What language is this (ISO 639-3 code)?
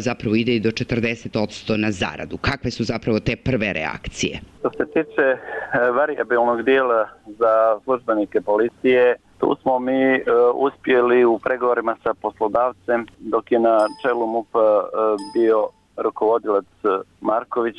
hrv